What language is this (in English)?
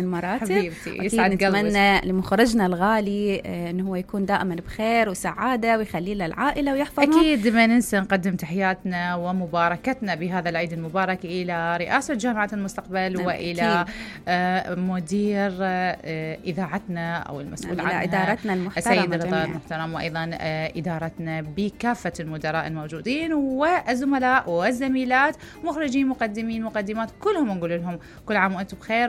Mesopotamian Arabic